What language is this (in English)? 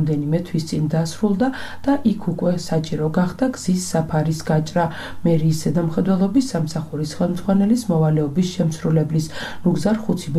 Georgian